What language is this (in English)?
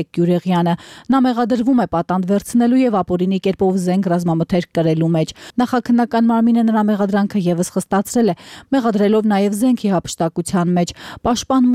Armenian